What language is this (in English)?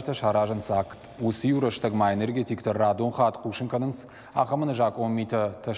Ossetic